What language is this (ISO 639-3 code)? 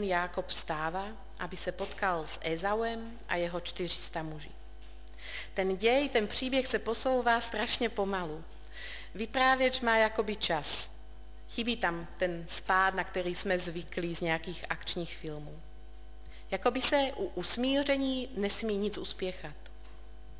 ces